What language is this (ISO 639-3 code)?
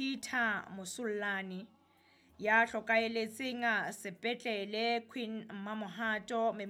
sot